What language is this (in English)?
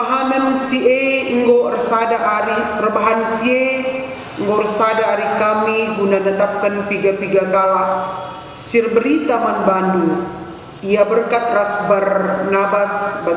Batak Karo